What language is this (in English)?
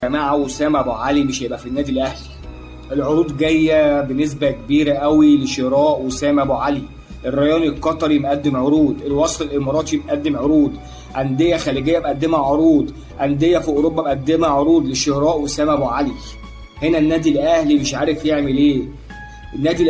Egyptian Arabic